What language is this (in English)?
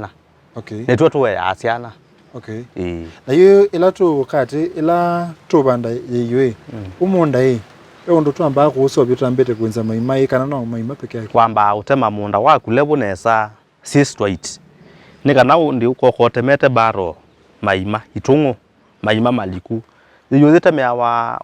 Kamba